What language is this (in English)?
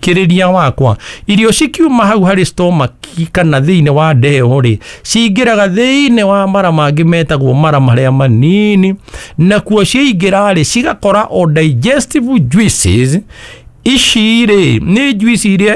Kikuyu